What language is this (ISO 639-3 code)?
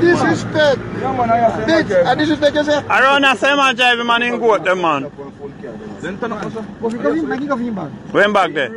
jam